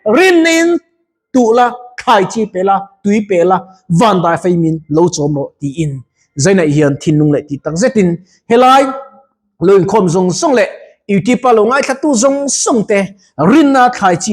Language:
Mizo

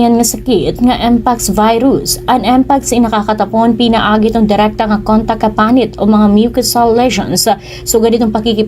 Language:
Waray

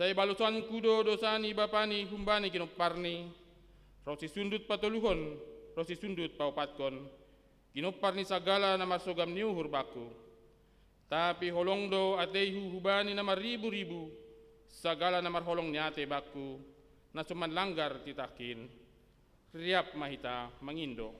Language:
Batak Simalungun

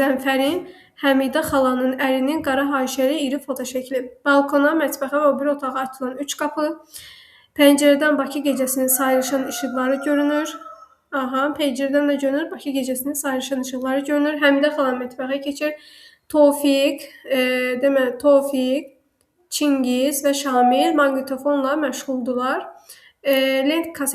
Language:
Azerbaijani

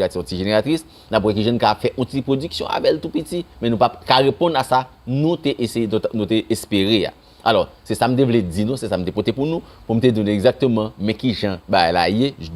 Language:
Haitian Creole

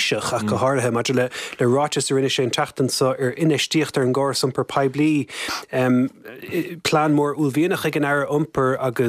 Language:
Irish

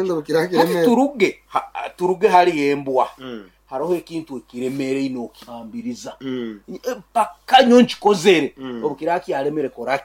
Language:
Nyoro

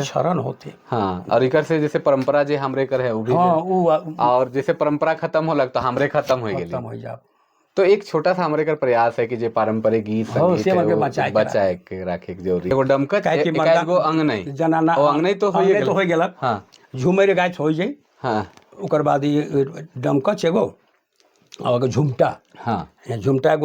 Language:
Sadri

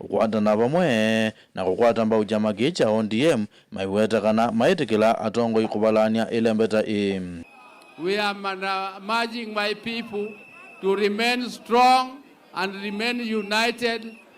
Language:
Kamba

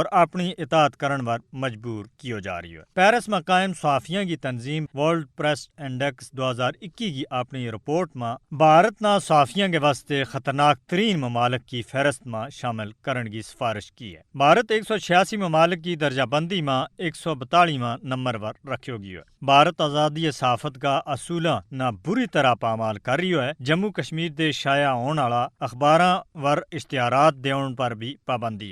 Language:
Gujari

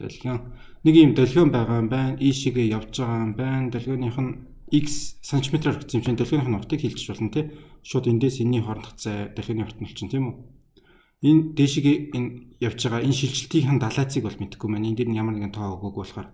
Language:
Mongolian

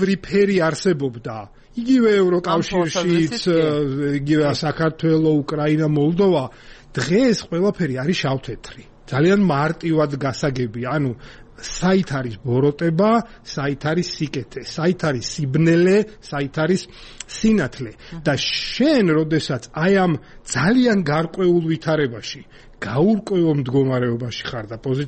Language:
Georgian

